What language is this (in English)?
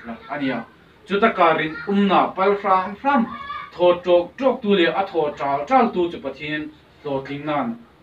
Hmar